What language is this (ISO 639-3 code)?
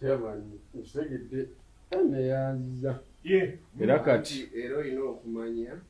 lug